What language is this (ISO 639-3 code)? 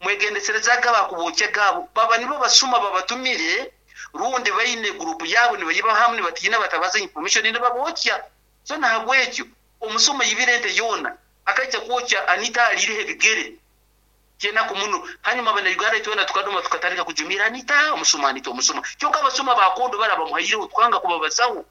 nyn